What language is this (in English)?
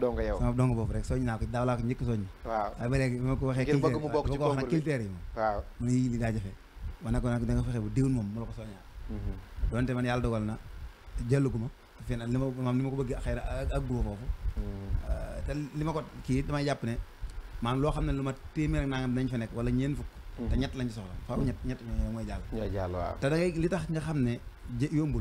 Wolof